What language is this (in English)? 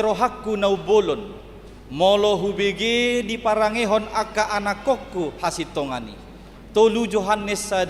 Batak Toba